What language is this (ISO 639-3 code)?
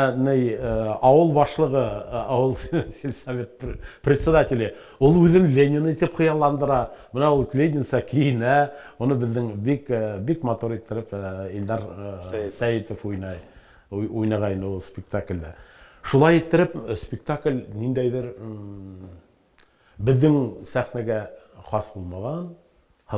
bak